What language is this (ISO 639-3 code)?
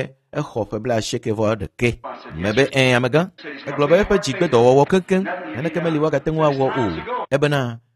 ewe